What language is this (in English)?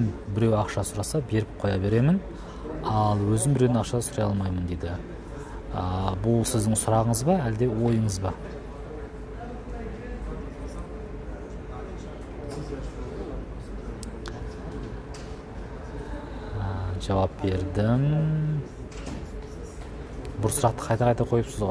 Kazakh